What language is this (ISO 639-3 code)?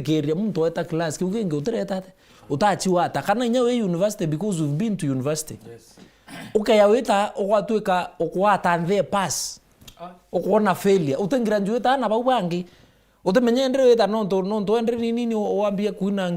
mer